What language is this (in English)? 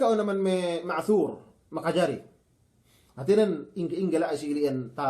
Yakan